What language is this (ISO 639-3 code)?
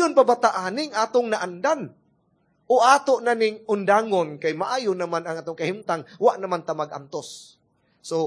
ceb